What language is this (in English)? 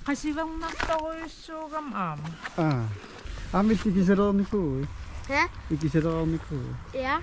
Kalaallisut